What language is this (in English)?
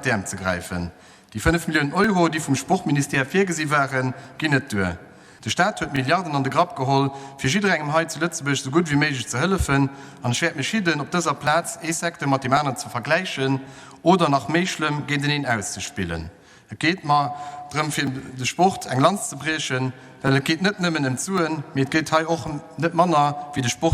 Luxembourgish